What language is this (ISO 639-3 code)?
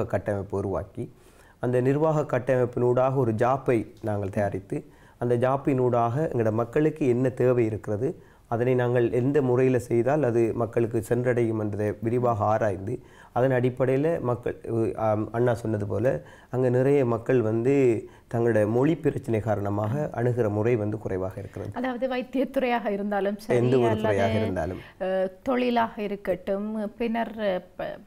tam